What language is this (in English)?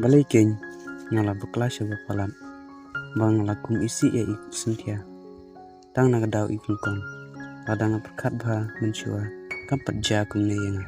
Khasi